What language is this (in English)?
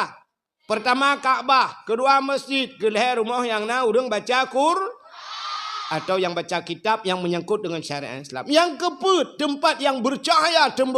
Achinese